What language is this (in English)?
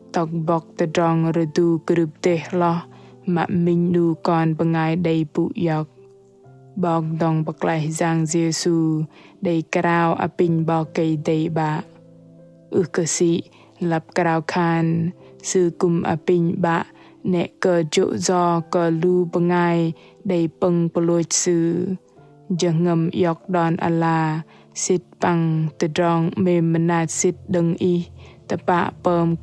Bahnar